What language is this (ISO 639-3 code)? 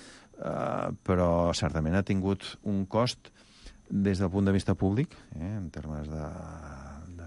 cat